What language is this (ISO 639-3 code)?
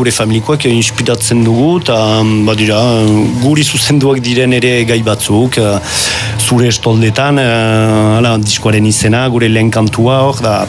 eus